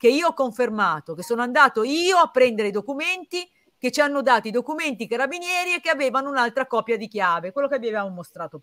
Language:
Italian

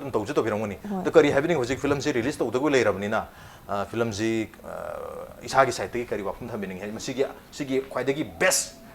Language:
Manipuri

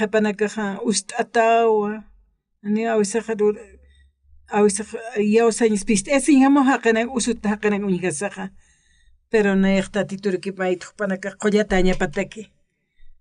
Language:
Aymara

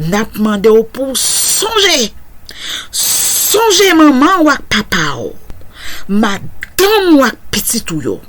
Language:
Haitian Creole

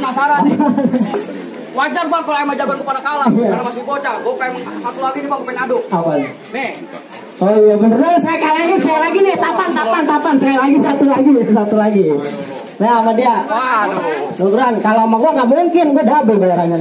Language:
Betawi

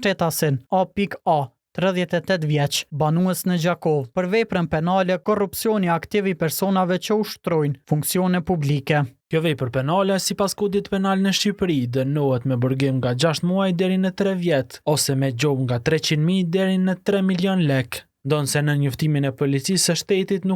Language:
Albanian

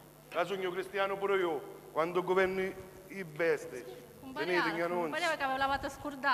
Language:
Sicilian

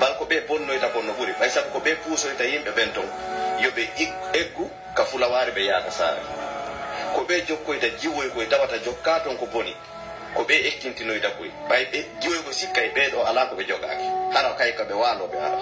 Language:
Pular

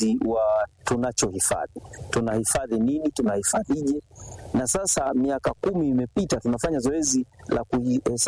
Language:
Swahili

